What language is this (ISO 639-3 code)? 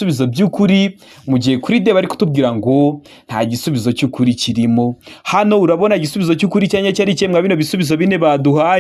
kin